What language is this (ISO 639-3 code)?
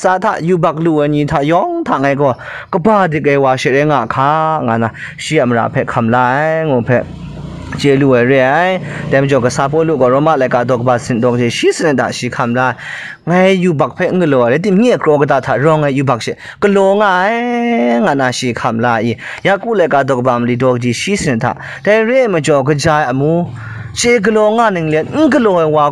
kac